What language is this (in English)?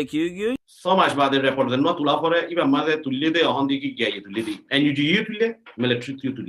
Rohingya